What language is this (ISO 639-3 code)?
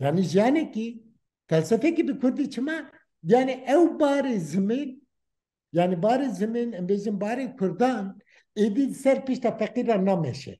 kur